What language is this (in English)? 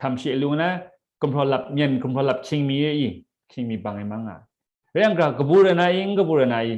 Kachin